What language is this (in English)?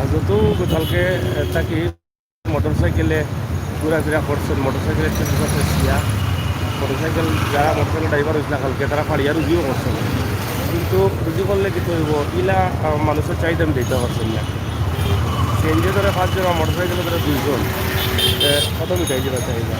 Sylheti